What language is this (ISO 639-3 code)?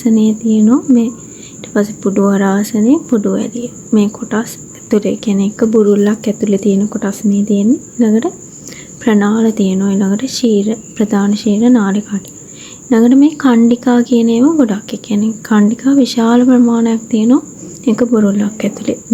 sin